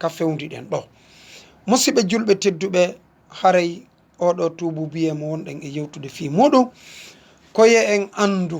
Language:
Fula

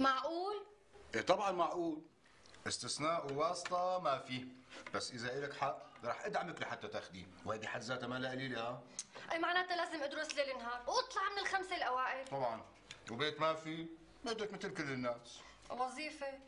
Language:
North Levantine Arabic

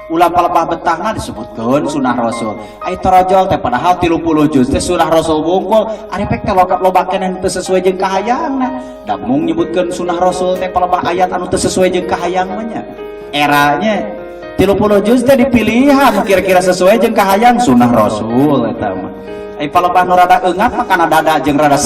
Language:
Sundanese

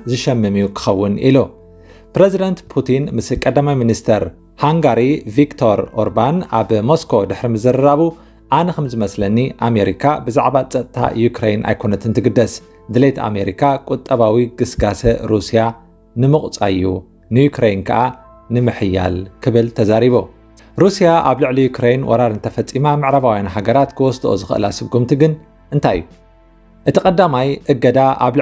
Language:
Tigrinya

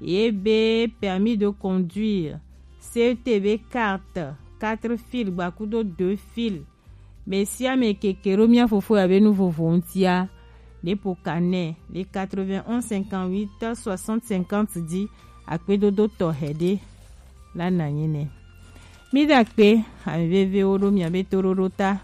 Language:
Gen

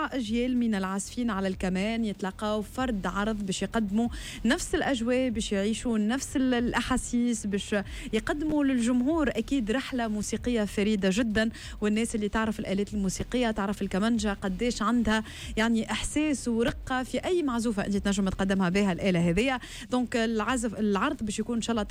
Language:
Tunisian Arabic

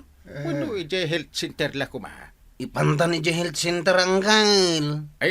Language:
Iloko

